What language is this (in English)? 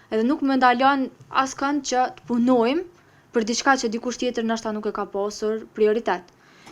Albanian